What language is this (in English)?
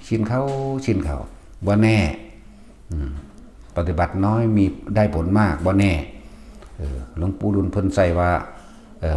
Northeastern Thai